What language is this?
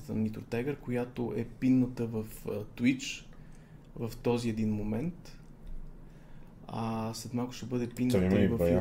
Bulgarian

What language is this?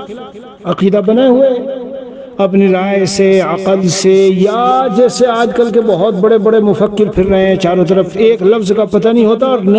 Urdu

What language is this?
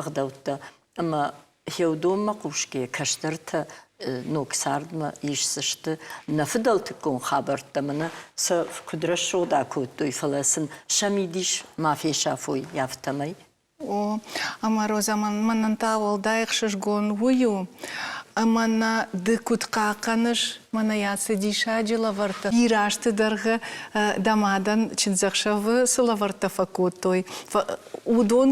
Ossetic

